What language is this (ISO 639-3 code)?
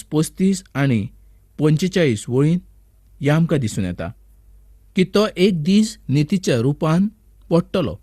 kok